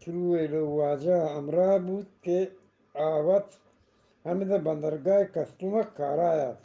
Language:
Eastern Balochi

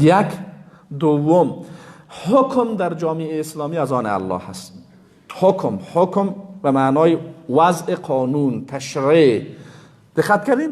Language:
Persian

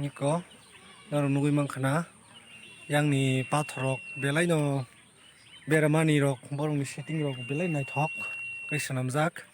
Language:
Kok Borok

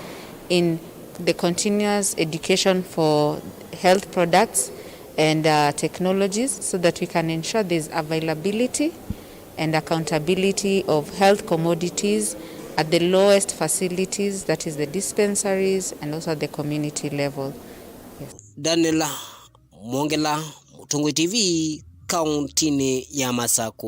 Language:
Kamba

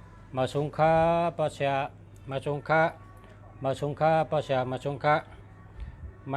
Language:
Shan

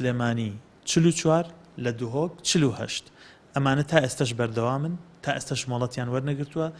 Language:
Central Kurdish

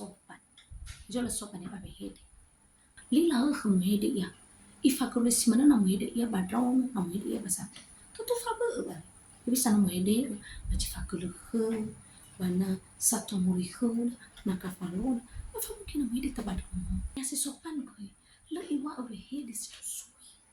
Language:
Nias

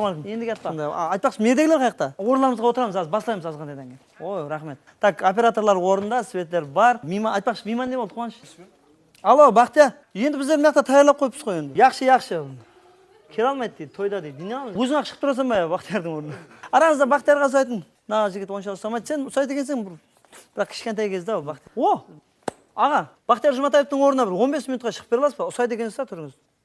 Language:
Kara-Kalpak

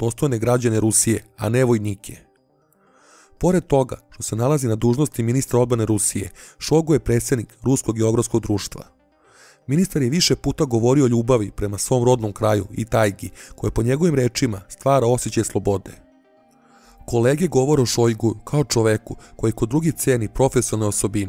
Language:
Serbian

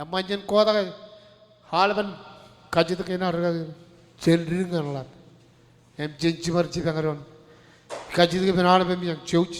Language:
Marshallese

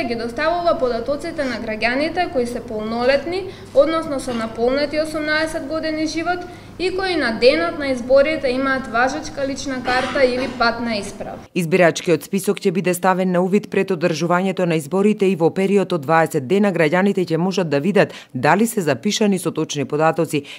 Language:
Macedonian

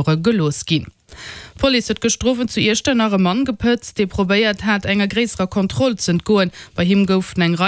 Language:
Luxembourgish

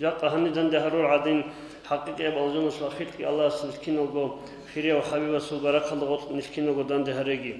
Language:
Avaric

